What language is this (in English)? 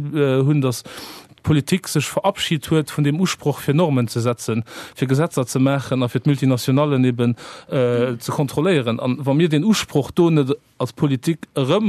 Luxembourgish